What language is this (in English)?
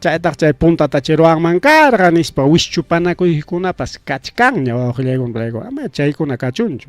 Ayacucho Quechua